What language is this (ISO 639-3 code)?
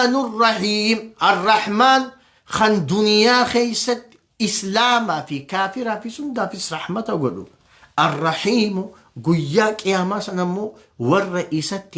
orm